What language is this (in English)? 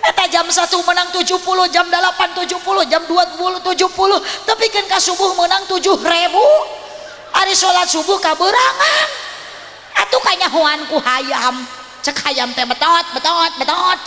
Sundanese